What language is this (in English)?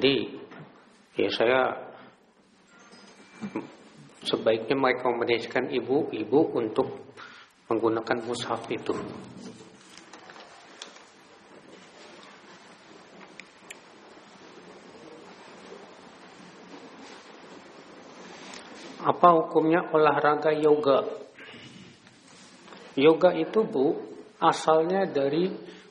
Indonesian